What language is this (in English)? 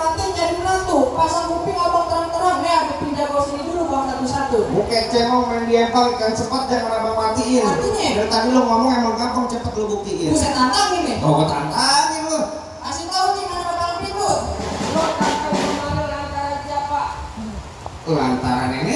Betawi